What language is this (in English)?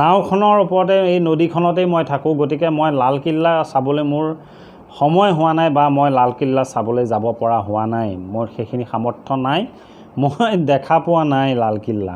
Assamese